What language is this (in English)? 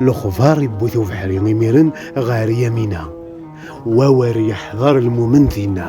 Kabyle